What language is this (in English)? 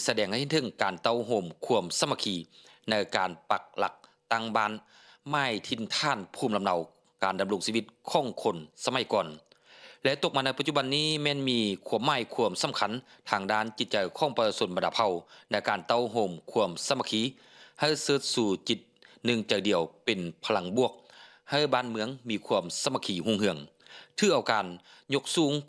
Lao